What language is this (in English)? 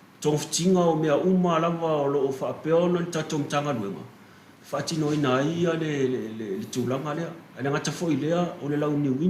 Samoan